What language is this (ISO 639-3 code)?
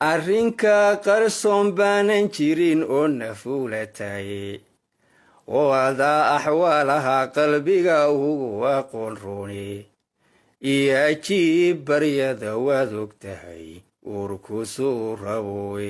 som